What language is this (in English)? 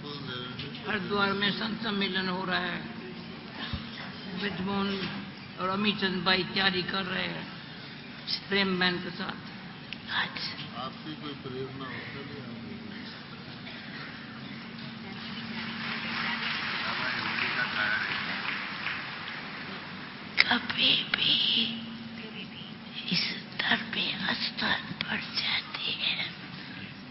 Hindi